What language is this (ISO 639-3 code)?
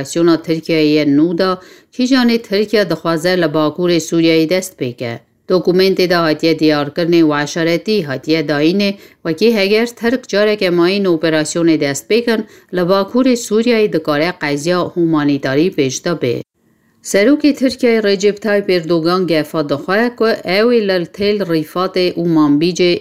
kur